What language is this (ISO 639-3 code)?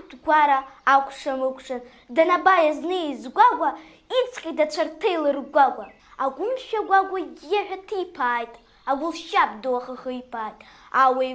abk